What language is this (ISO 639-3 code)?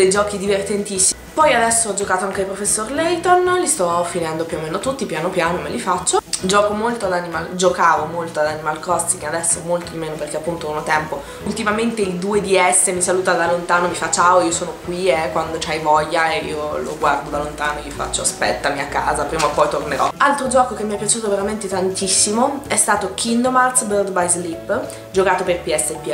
ita